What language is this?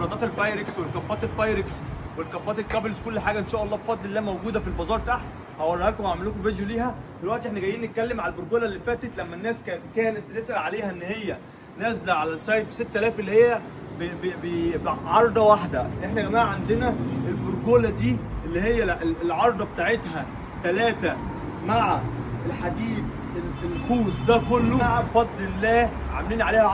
Egyptian Arabic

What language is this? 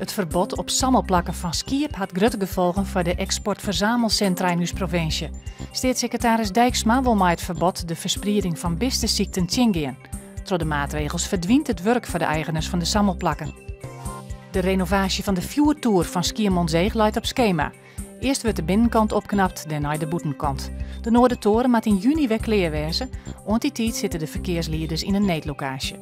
Western Frisian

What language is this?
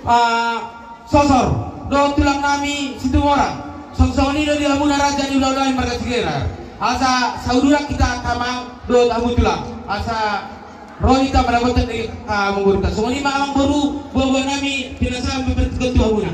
Batak Toba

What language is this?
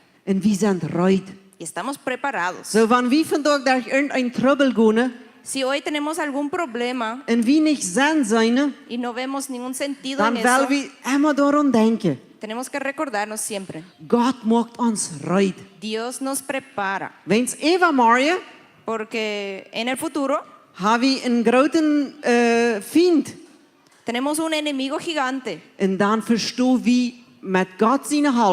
Plautdietsch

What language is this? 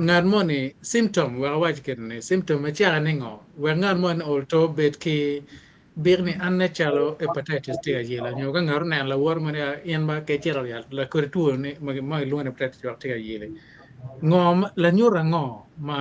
Acoli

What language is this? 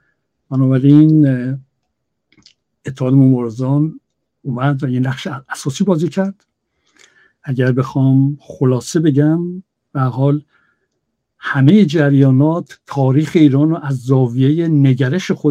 Persian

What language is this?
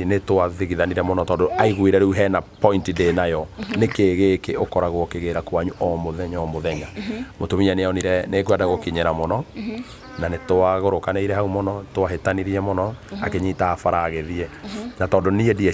Kikuyu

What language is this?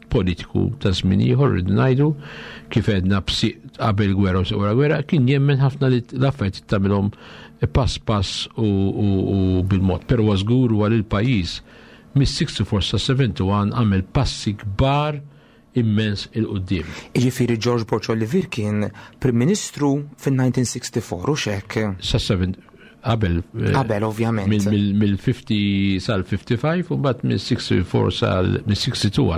Maltese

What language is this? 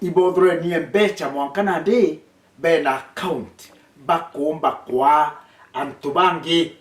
Meru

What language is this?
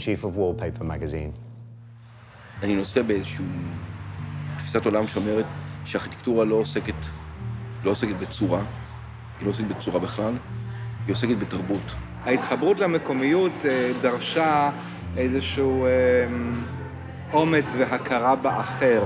Hebrew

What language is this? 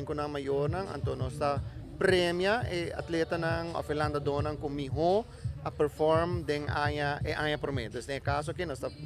Papiamento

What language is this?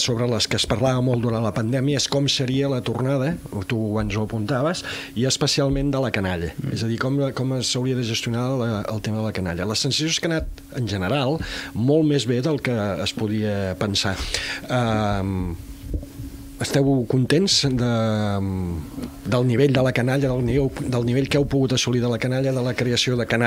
Catalan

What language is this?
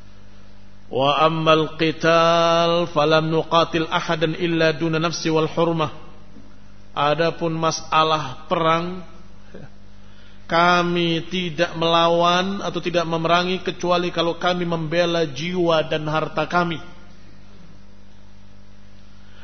Indonesian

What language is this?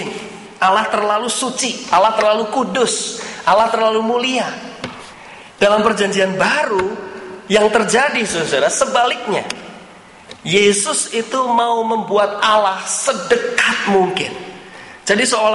Indonesian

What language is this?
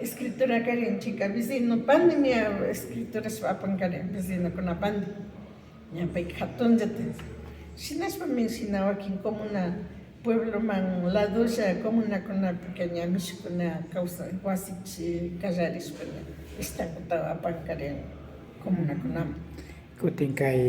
Imbabura Highland Quichua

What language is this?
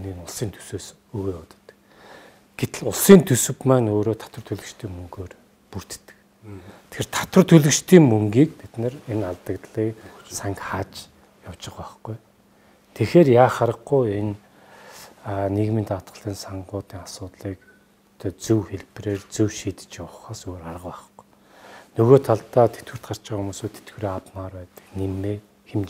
Mongolian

